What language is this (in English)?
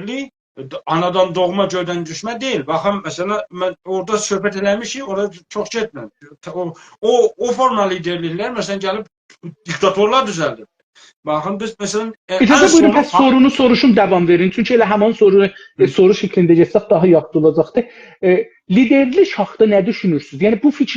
South Azerbaijani